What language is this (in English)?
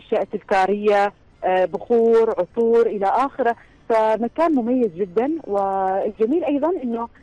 Arabic